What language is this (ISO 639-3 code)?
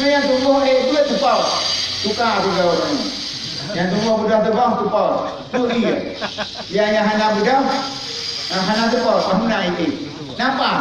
ace